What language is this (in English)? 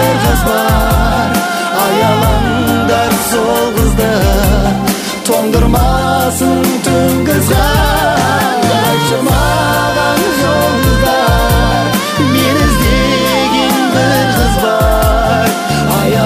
Kazakh